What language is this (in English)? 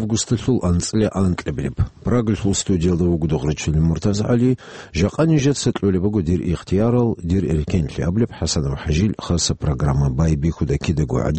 Avaric